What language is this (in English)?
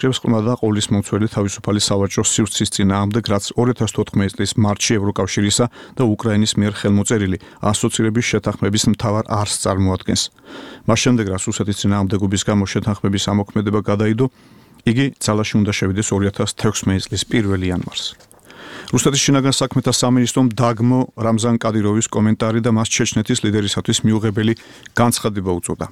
Georgian